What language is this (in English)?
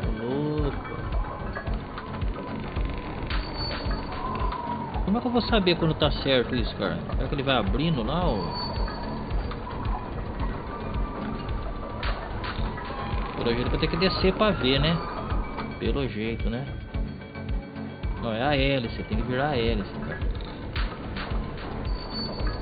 Portuguese